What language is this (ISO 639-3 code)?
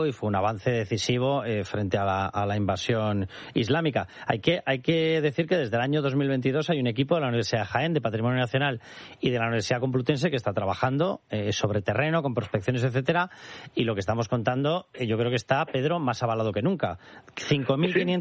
spa